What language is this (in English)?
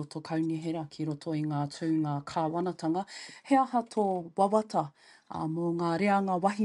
Māori